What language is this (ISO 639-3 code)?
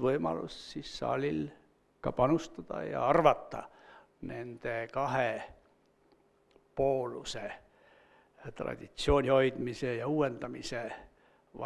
est